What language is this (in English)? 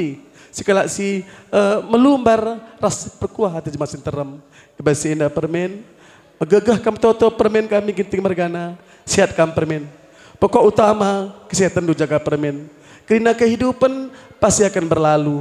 Batak Karo